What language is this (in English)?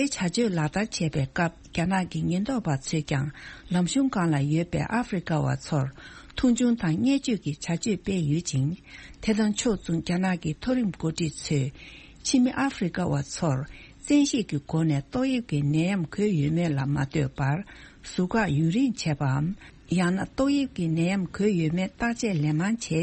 Tibetan